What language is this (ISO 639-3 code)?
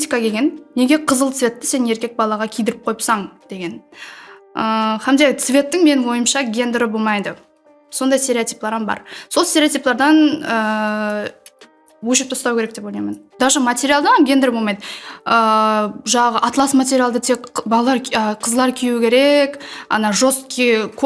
kaa